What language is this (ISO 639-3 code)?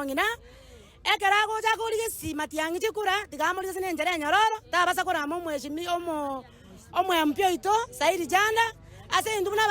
guz